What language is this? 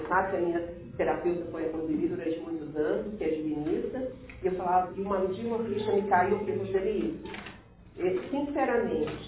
Portuguese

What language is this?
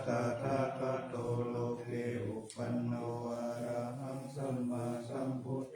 Pali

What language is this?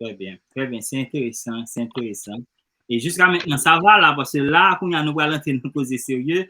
Haitian Creole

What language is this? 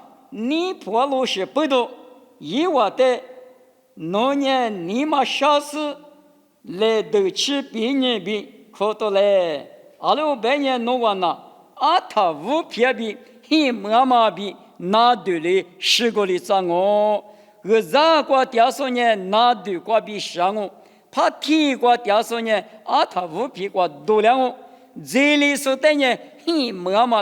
Lisu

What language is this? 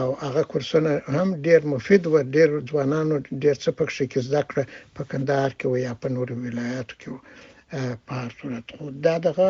Pashto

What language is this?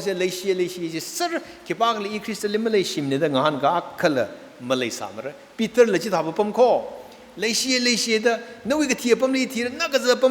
Tangkhul Naga (India)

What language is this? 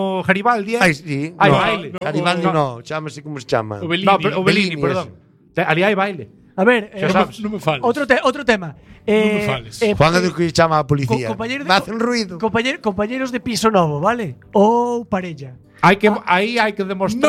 Galician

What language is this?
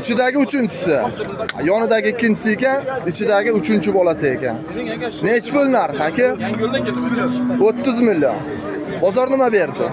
Uzbek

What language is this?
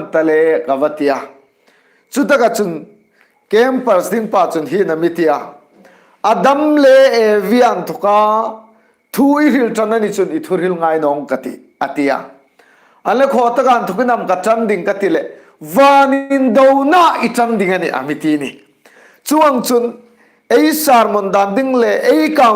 Hmar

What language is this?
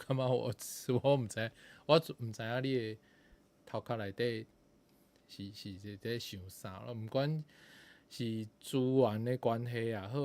Min Nan Chinese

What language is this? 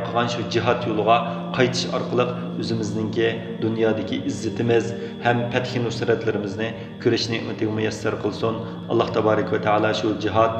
Uyghur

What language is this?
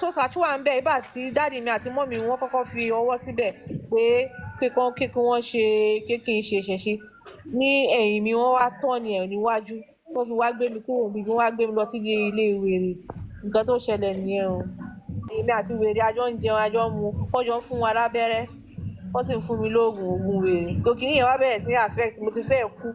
Yoruba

